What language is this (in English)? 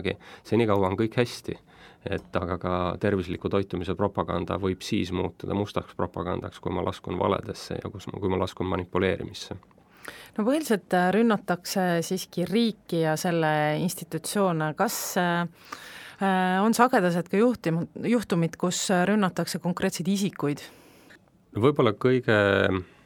Estonian